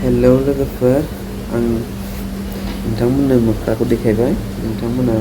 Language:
Bodo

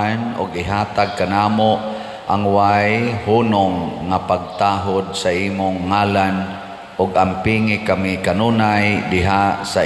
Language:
Cebuano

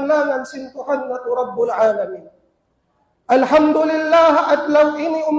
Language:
Tausug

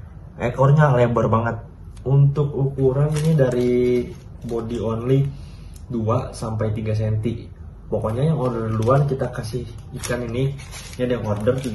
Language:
Indonesian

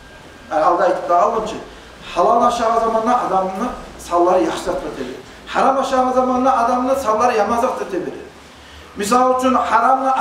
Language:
Kumyk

